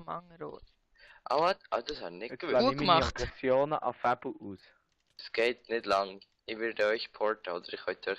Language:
Swiss German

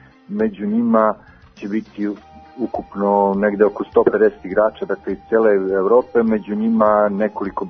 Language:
Serbian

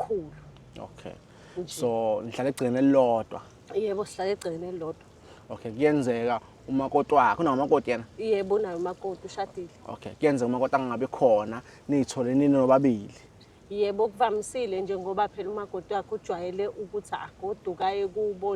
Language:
Zulu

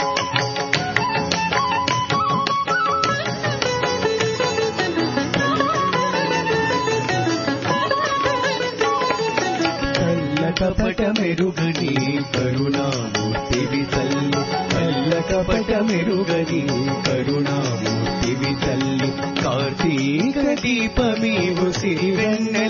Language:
Telugu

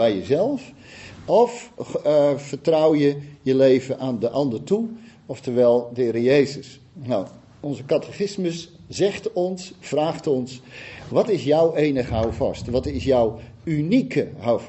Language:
Dutch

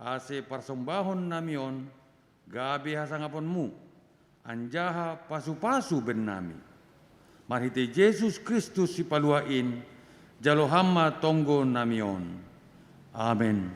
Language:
Batak Simalungun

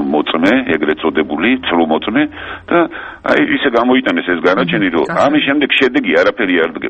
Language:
Georgian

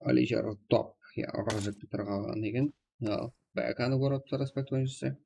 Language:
Kara-Kalpak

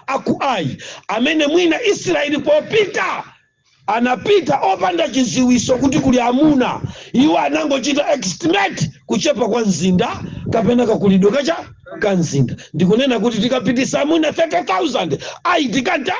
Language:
Nyanja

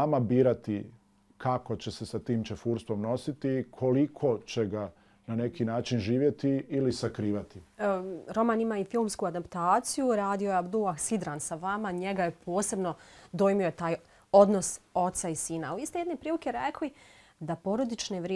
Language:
Bosnian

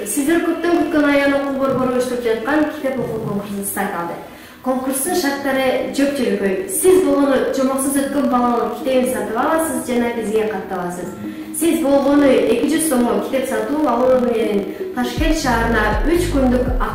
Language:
Kyrgyz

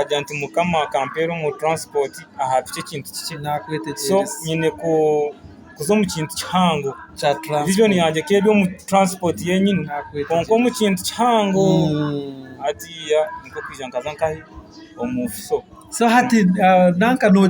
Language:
Nyankole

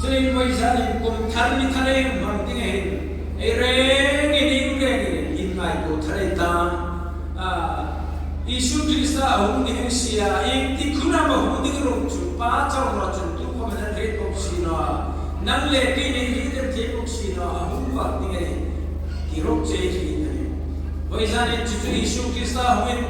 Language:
Hmar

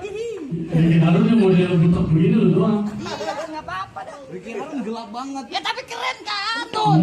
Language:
Betawi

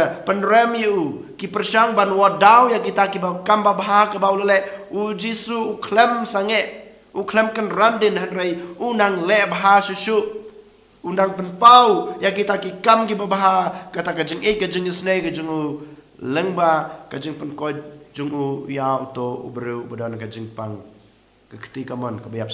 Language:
Khasi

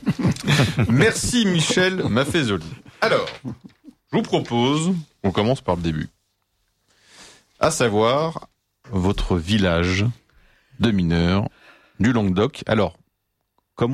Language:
French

